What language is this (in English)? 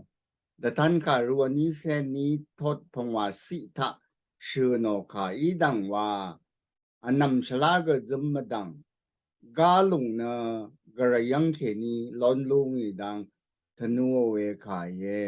Rawang